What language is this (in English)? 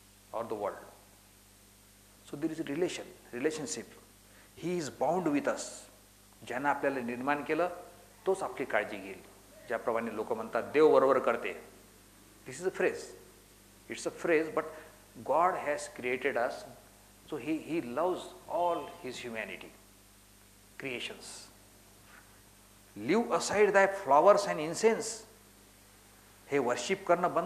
Marathi